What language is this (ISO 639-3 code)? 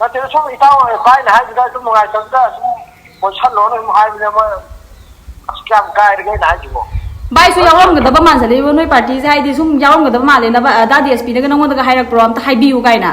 mni